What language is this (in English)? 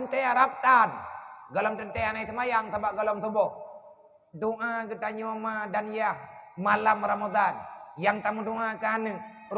Achinese